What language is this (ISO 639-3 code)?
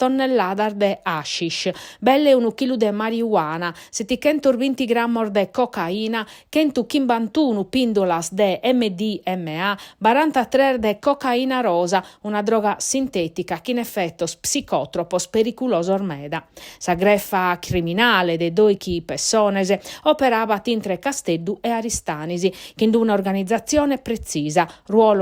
srd